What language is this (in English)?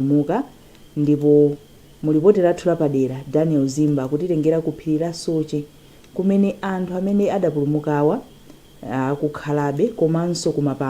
Nyanja